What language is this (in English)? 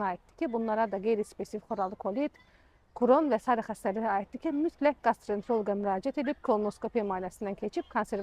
Azerbaijani